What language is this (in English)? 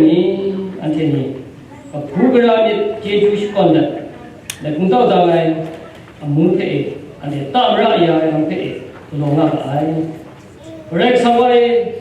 Kachin